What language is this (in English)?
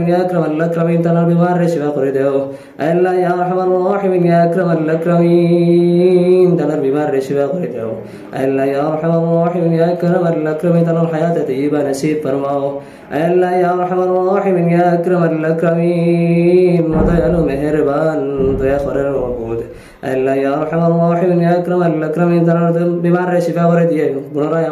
Sylheti